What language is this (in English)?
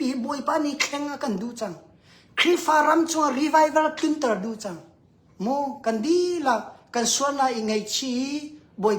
Hakha Chin